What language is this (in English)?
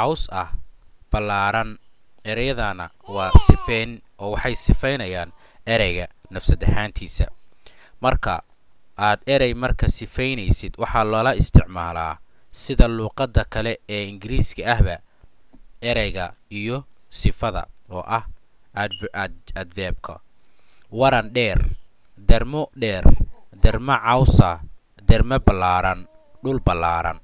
Somali